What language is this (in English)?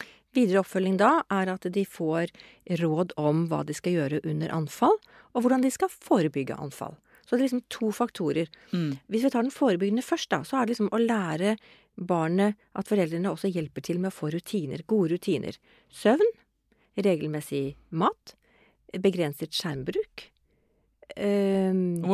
Norwegian